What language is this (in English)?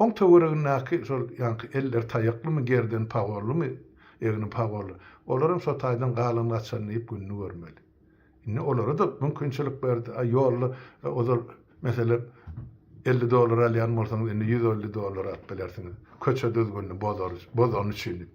Turkmen